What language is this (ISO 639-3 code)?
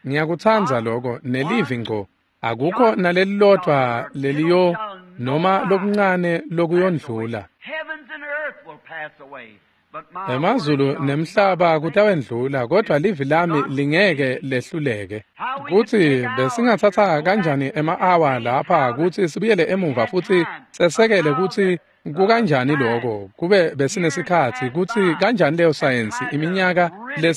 ssw